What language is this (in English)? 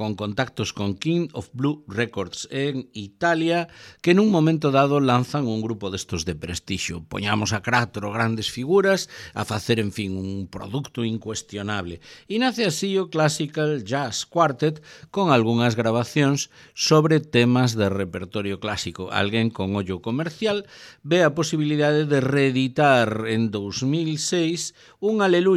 Galician